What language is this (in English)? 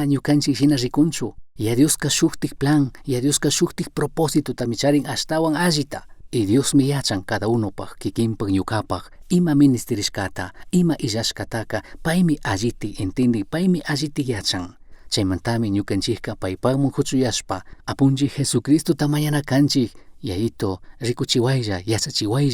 Chimborazo Highland Quichua